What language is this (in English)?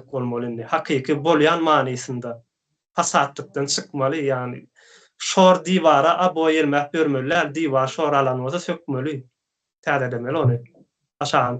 Turkmen